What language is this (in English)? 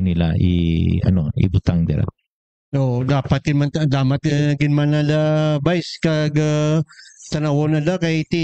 Hiligaynon